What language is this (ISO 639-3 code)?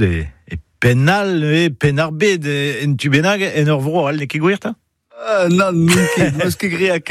bre